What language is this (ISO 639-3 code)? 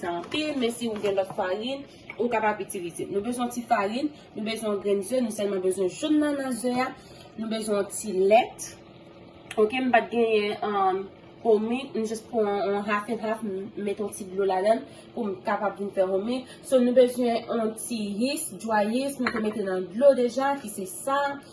hat